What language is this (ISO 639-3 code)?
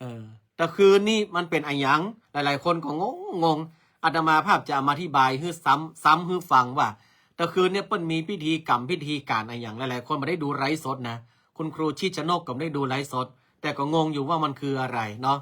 nod